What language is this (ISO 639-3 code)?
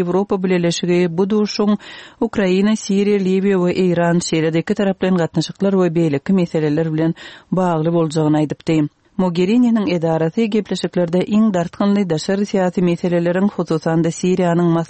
kir